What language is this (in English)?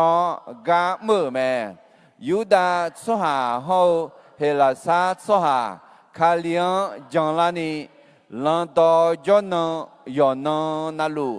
Akha